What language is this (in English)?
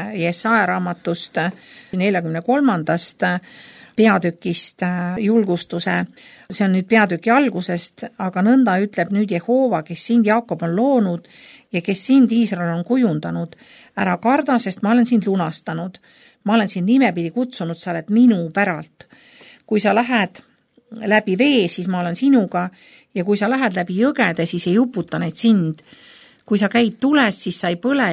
Estonian